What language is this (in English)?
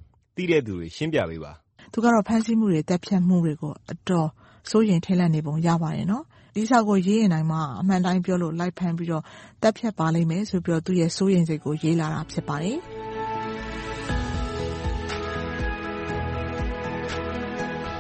Burmese